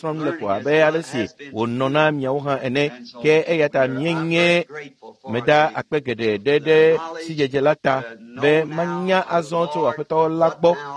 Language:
Ewe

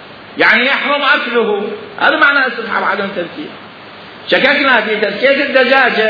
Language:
Mesopotamian Arabic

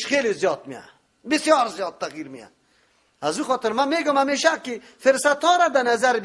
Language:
Persian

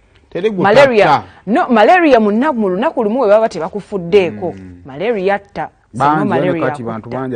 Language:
Ganda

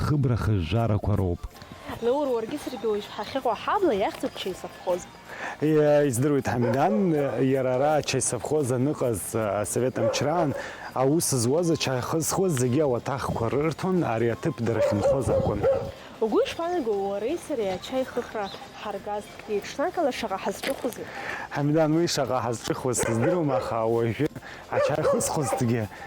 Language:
Abkhazian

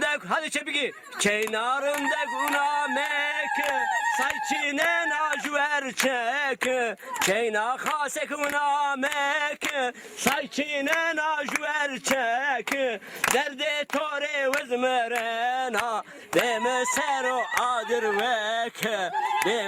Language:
Zaza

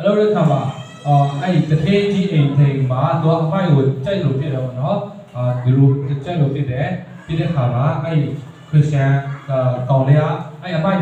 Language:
Burmese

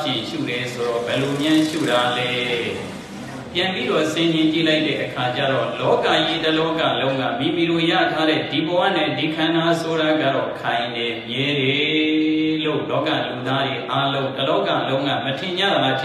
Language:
Burmese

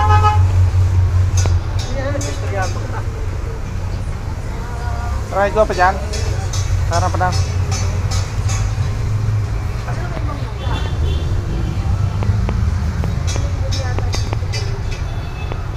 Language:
Filipino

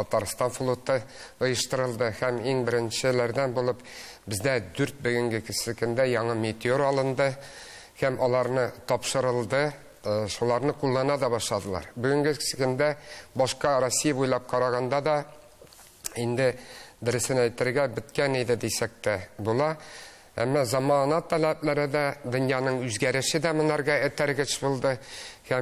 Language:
Tatar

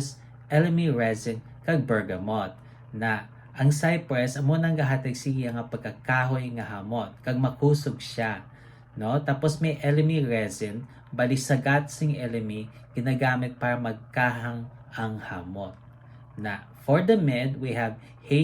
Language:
Hiligaynon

